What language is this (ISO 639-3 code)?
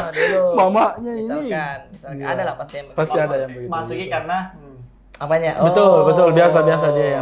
mfp